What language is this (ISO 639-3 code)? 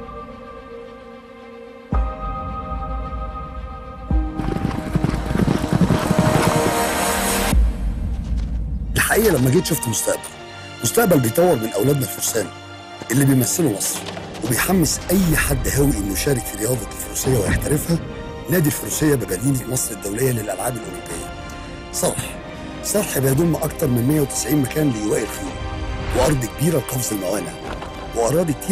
arz